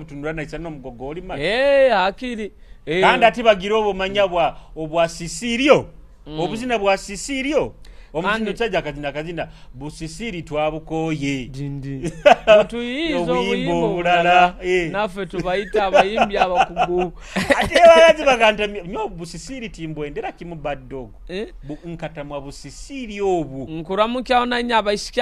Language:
Nyoro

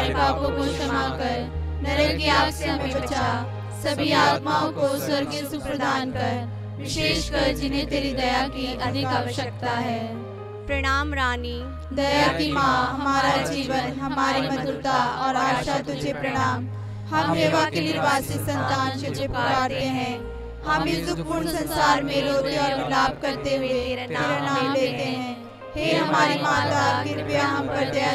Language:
Hindi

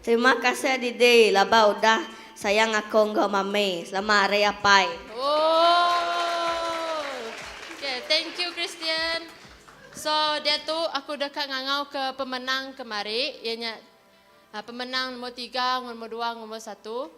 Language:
Iban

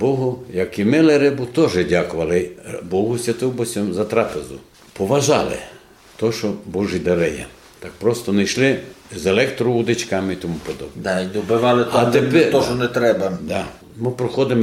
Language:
Rusyn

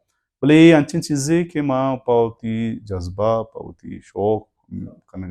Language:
Baluchi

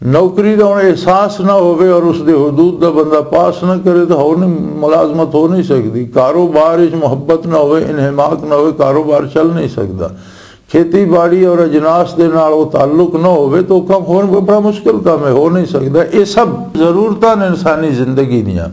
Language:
Western Panjabi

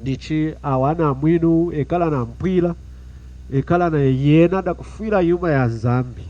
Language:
Lunda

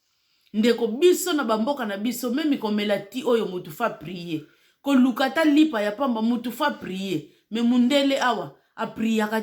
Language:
Lingala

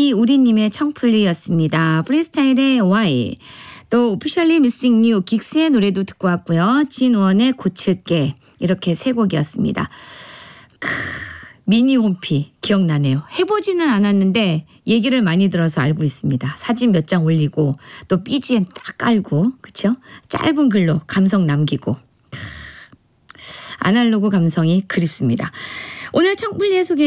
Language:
Korean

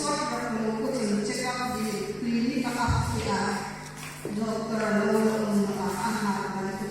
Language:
Hmar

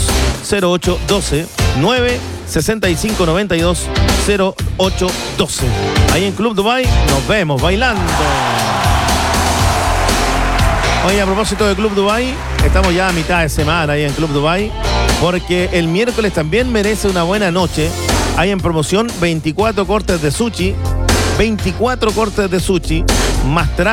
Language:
Spanish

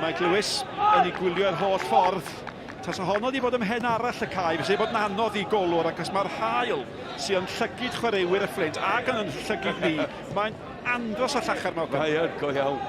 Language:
Welsh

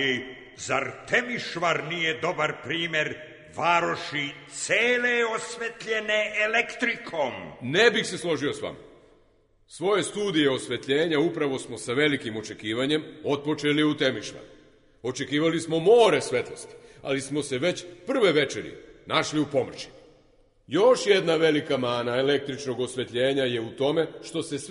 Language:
Serbian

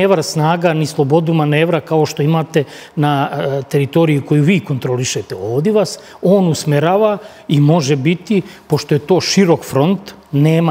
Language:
Serbian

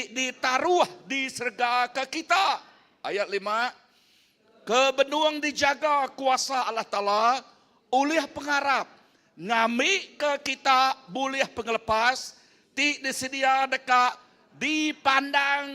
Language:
Iban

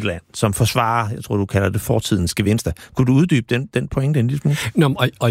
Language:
Danish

